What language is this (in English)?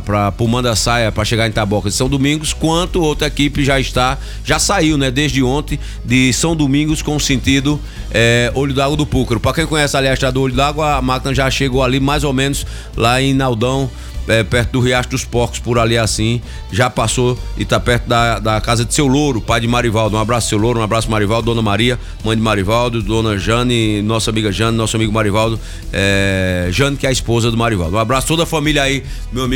Portuguese